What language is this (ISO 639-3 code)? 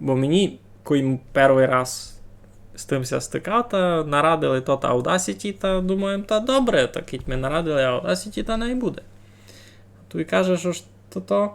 rue